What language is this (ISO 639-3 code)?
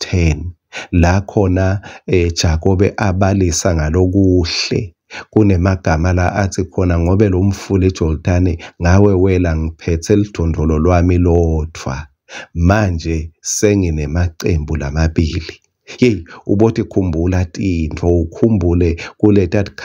ssw